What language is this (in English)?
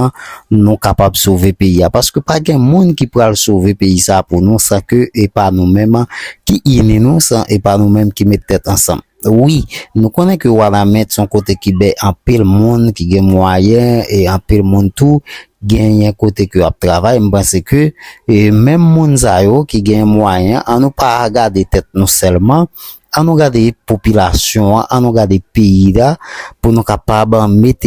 Haitian Creole